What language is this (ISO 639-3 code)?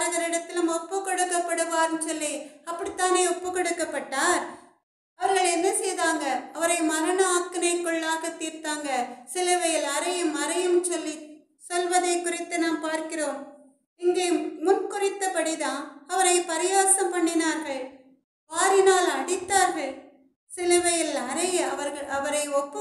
tam